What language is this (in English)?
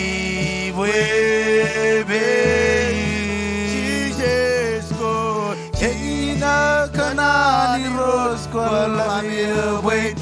Marshallese